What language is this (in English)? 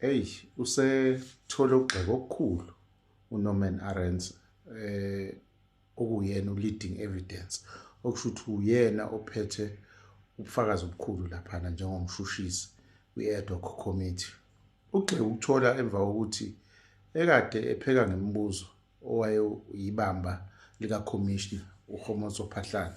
Zulu